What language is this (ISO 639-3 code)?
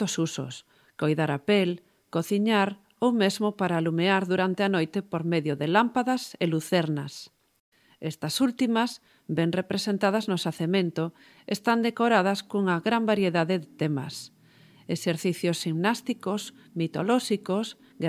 glg